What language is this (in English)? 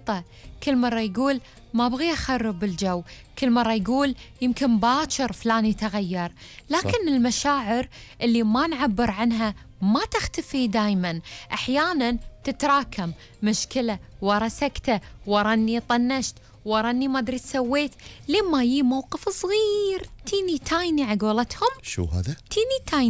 Gulf Arabic